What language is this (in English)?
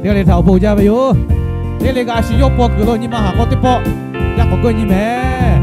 Lahu